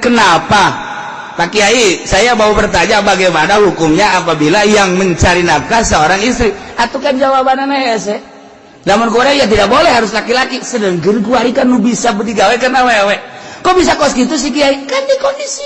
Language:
Sundanese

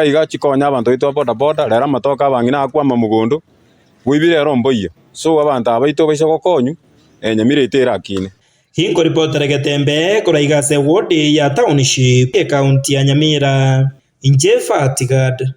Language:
Gusii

